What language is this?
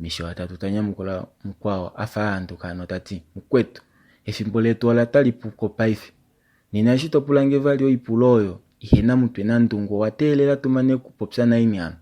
Kuanyama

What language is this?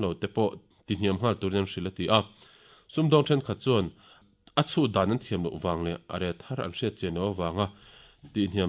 Mizo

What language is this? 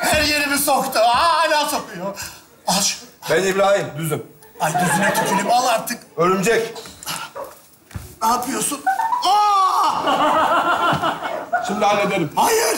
Turkish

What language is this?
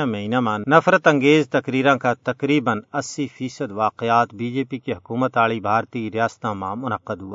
Gujari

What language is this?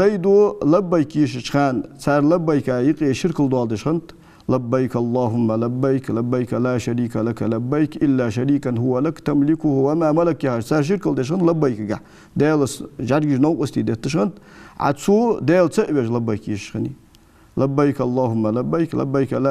Ingush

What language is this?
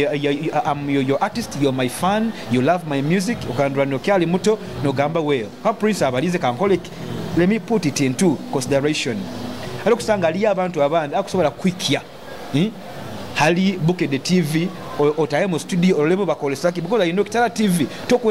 Nyoro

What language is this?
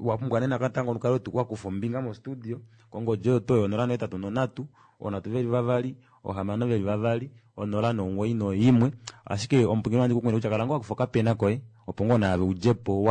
Kuanyama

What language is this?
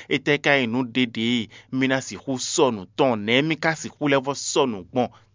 Fon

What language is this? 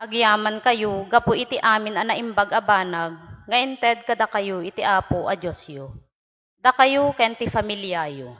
Iloko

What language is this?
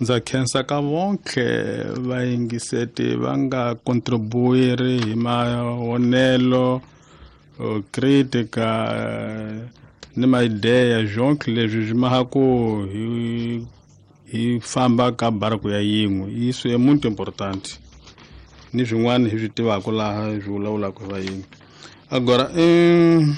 Tsonga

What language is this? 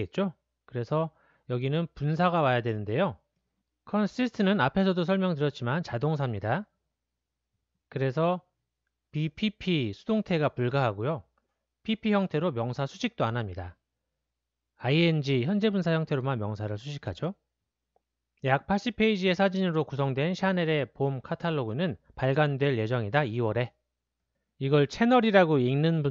Korean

